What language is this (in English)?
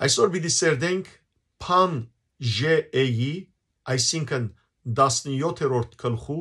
Western Armenian